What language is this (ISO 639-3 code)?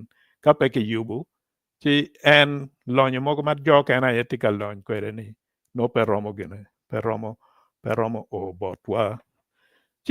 ach